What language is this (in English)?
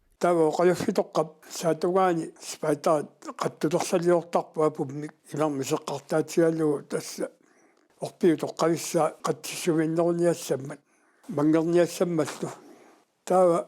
Kalaallisut